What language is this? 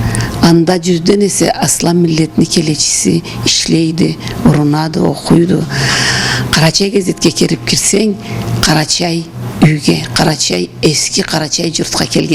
Karachay-Balkar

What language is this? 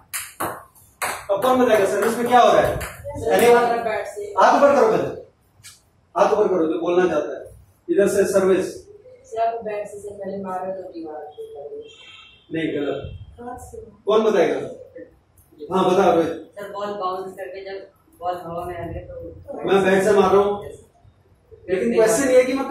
Hindi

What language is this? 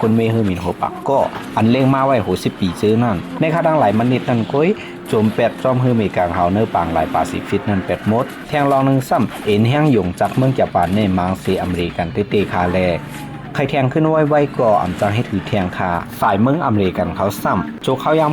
Shan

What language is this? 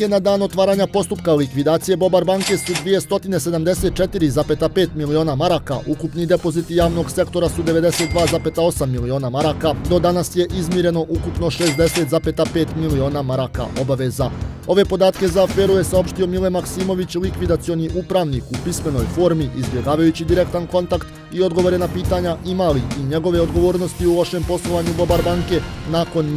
Bosnian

